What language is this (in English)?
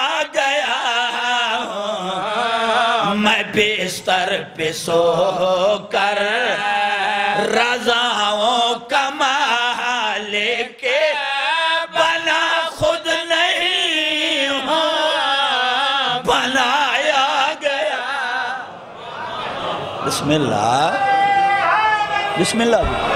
Urdu